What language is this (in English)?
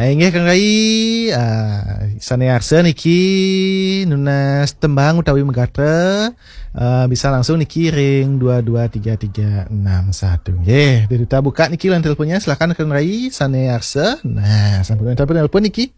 Balinese